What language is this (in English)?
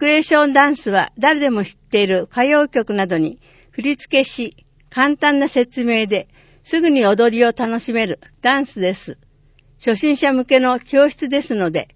Japanese